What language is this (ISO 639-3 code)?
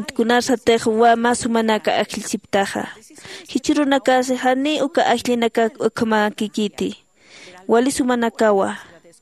aym